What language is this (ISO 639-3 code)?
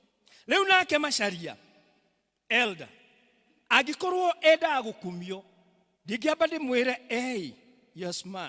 kik